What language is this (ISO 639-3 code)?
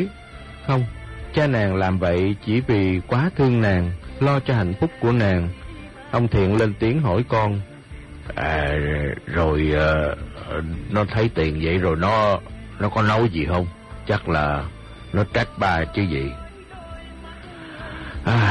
vie